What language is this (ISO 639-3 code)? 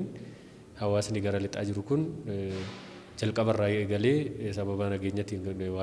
orm